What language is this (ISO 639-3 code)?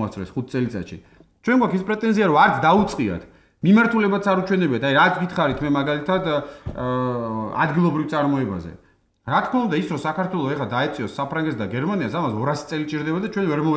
kat